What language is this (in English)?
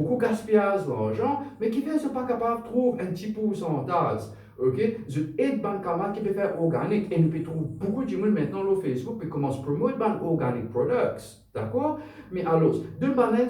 Morisyen